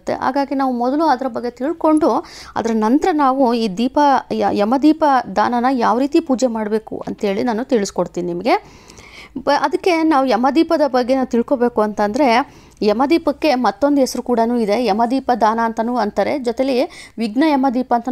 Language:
Kannada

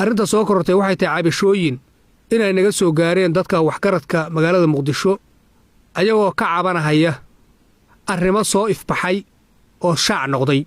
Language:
Somali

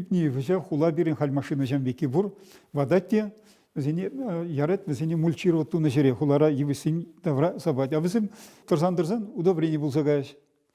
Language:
Chuvash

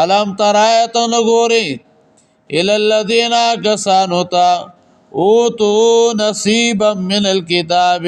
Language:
Pashto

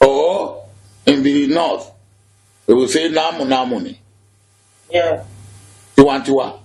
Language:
Yoruba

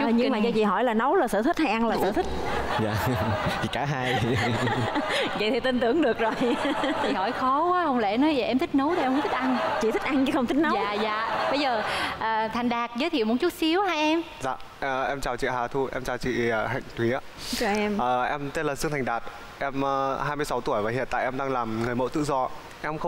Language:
Vietnamese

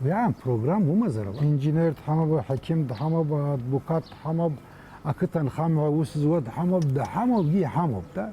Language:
Abkhazian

